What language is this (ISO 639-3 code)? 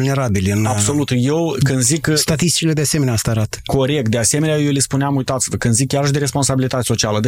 ron